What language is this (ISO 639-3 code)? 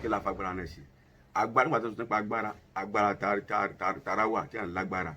yor